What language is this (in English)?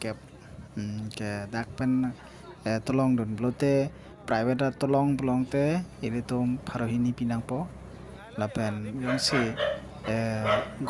Karbi